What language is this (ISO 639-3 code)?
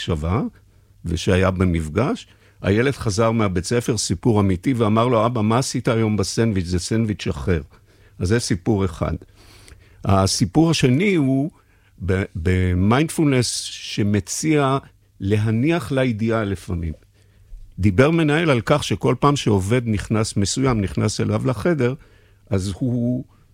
heb